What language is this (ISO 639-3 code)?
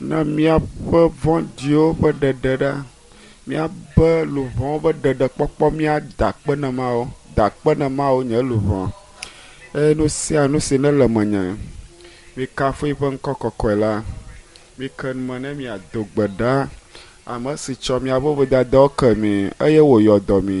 ewe